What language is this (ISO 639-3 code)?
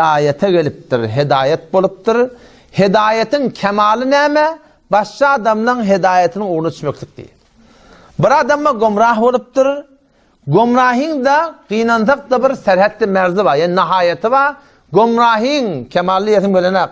tuk